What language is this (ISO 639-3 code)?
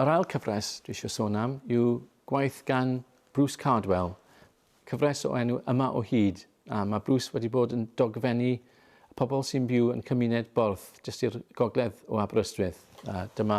cym